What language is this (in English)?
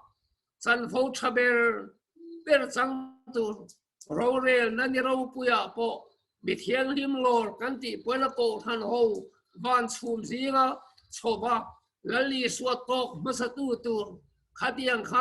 Mizo